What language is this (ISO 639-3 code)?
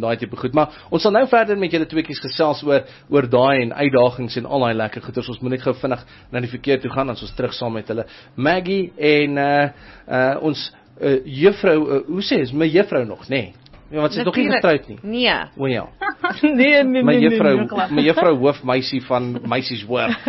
afr